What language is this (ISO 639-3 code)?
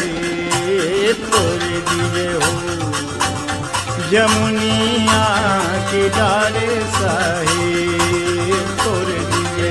bho